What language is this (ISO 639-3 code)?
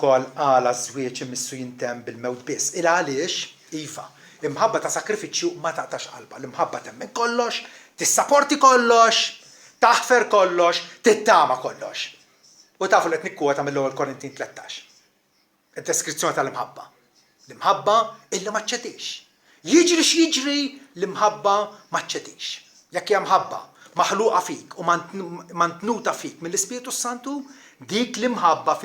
mlt